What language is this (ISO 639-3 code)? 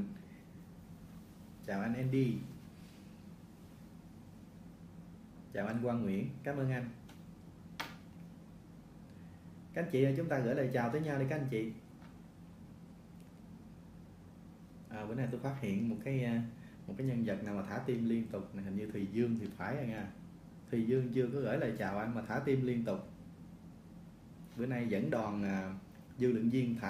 vie